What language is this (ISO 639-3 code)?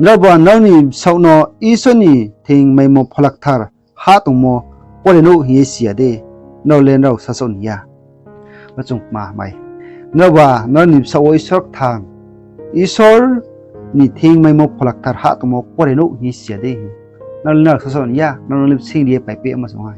ria